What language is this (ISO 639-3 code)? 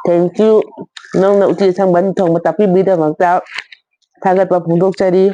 mni